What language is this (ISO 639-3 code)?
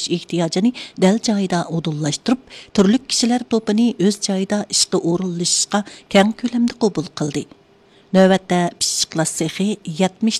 uig